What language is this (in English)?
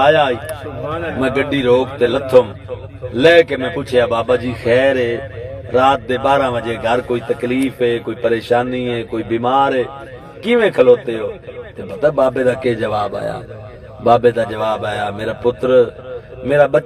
Saraiki